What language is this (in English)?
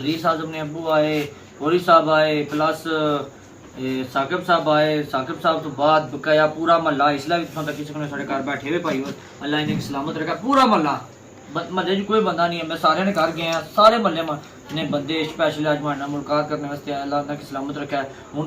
Pahari-Potwari